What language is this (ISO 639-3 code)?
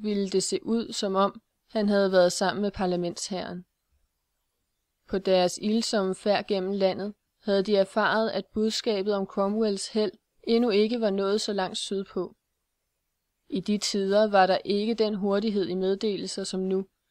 dan